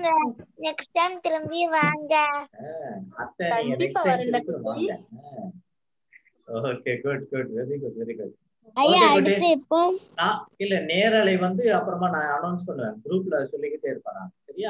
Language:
Tamil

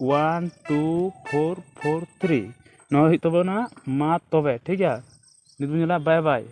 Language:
Santali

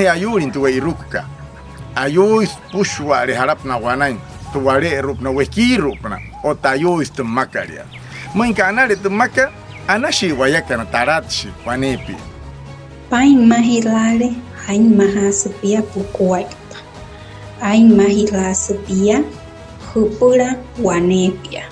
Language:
Wayuu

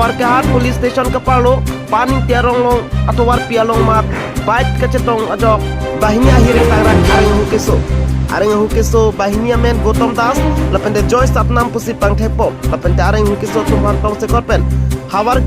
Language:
Karbi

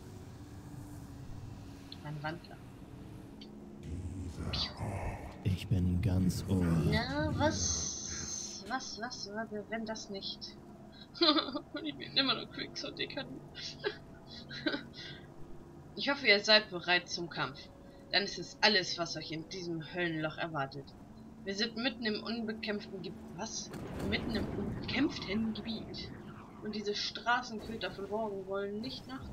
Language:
German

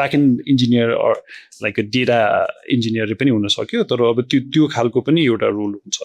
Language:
Nepali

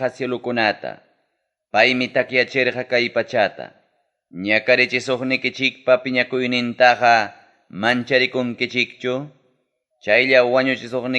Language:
Ayacucho Quechua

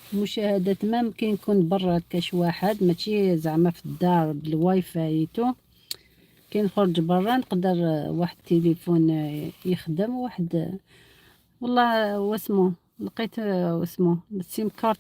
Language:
Algerian Arabic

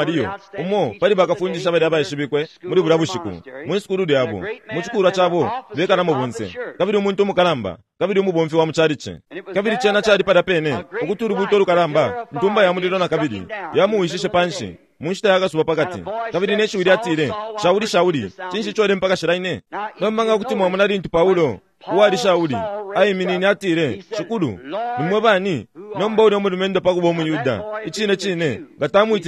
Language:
Bemba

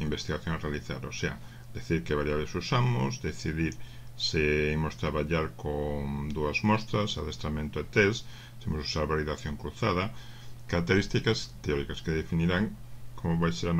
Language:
Galician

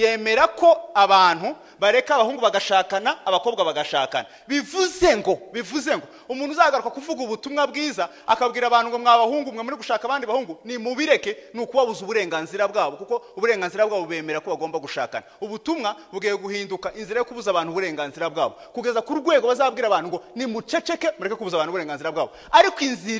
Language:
Kinyarwanda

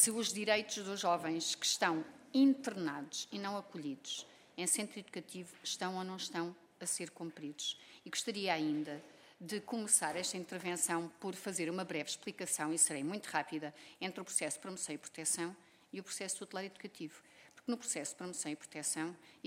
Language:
Portuguese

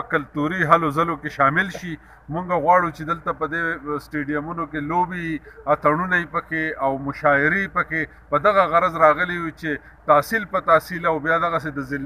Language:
Pashto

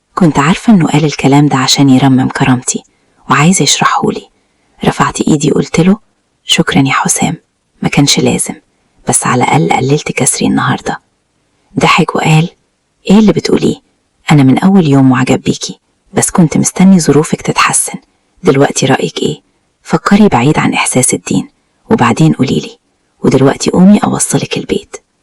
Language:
Egyptian Arabic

